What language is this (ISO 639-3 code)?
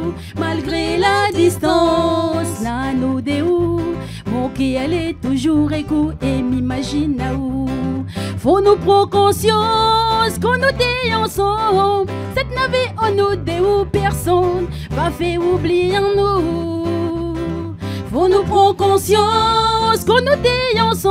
rcf